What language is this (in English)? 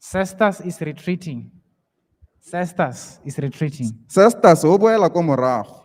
Tswana